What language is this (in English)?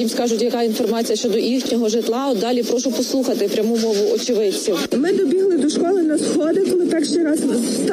Ukrainian